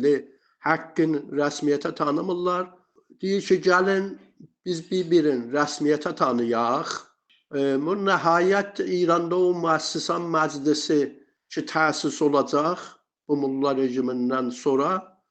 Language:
South Azerbaijani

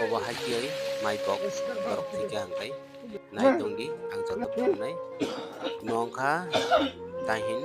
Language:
Kok Borok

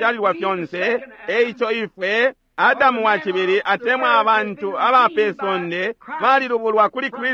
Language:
Bemba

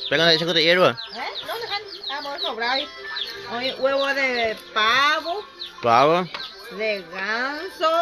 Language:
Guarani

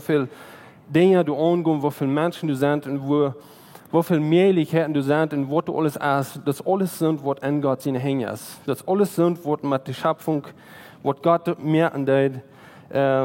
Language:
Plautdietsch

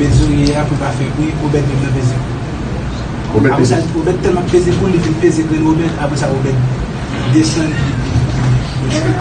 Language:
Haitian Creole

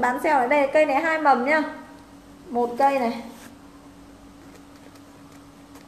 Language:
Vietnamese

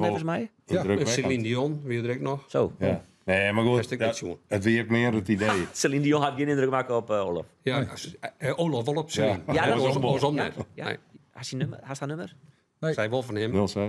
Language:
Western Frisian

